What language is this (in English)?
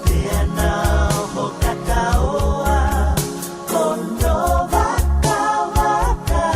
Tongan